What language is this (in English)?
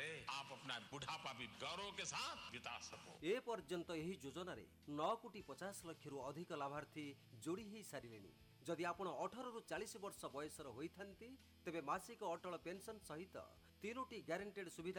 Odia